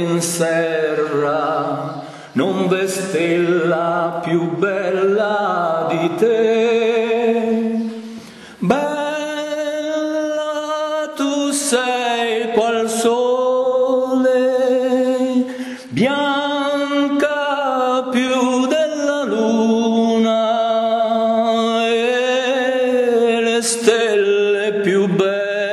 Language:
Italian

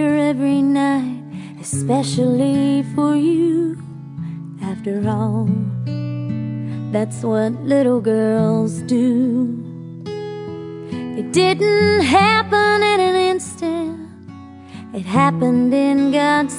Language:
English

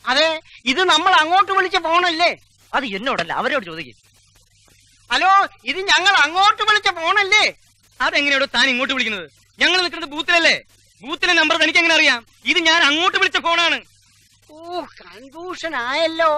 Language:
Malayalam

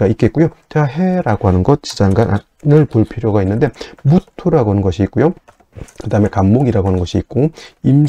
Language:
Korean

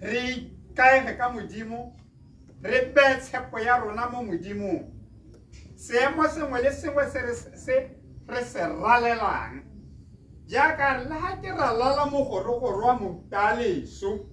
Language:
Tswana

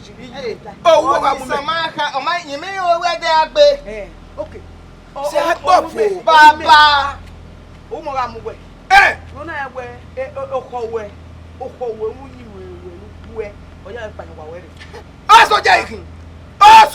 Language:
Bini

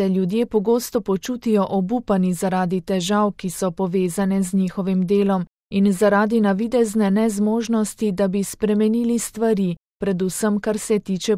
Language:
Slovenian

